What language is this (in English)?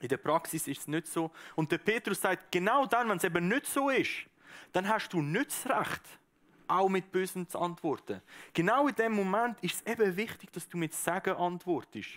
Swiss German